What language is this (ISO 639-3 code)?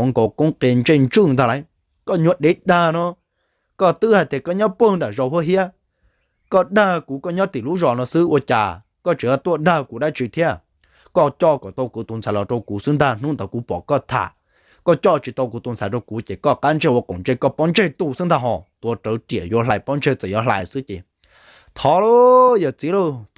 hmn